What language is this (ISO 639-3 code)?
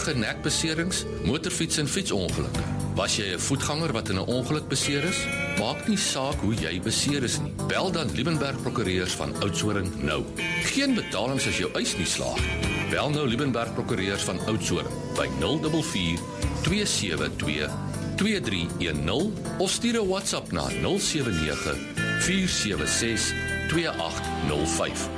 afr